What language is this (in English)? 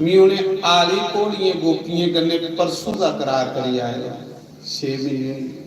Dogri